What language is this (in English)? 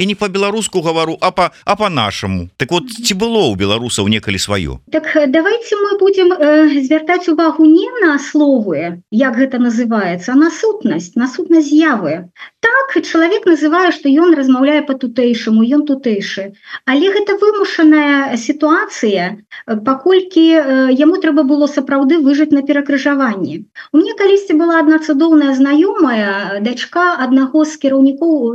Belarusian